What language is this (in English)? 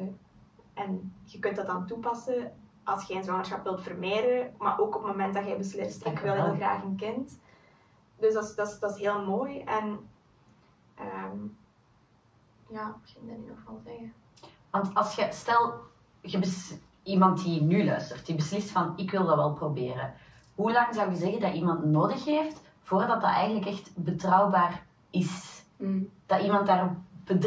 Dutch